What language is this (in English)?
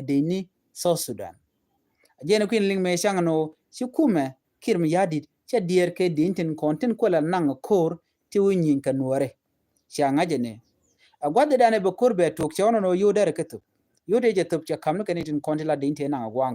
Nuer